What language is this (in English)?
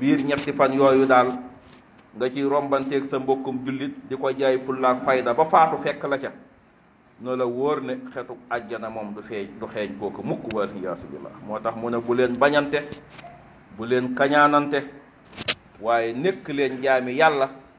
Wolof